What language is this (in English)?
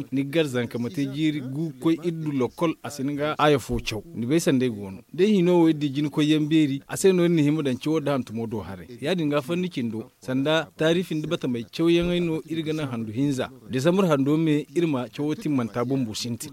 Zarma